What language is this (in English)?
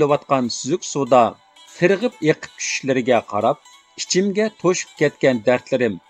Uyghur